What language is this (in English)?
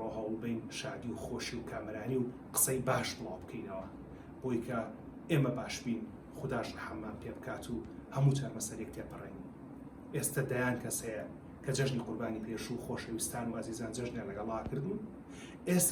Central Kurdish